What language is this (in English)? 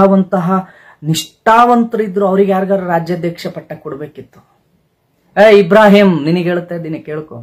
Kannada